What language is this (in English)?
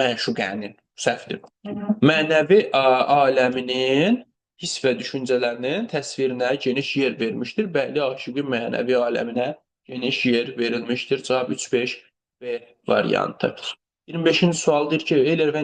Azerbaijani